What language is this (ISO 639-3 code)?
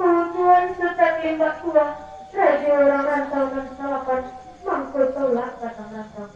min